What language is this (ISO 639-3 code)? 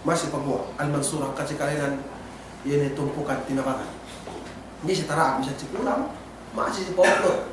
yka